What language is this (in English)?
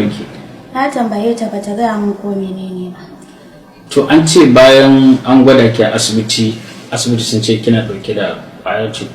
Hausa